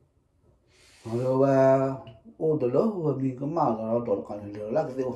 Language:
S'gaw Karen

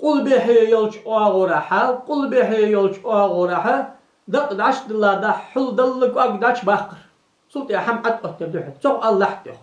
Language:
Ingush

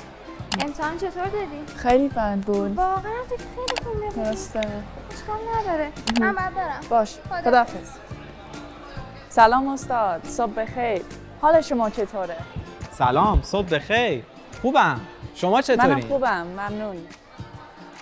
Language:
Persian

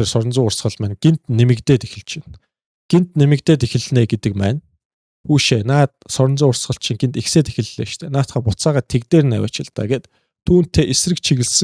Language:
Mongolian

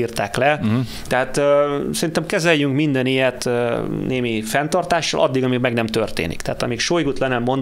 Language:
Hungarian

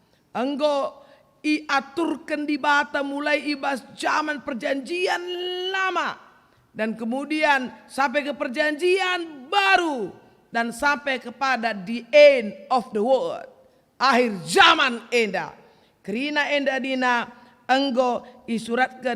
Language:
Batak Karo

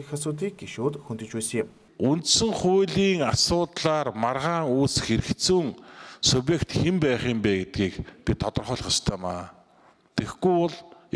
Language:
Mongolian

